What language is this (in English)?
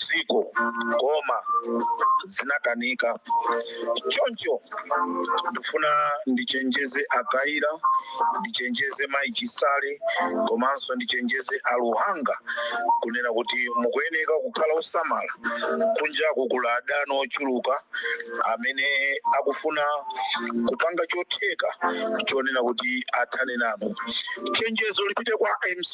Nyanja